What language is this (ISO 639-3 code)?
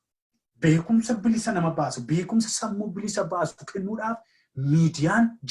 orm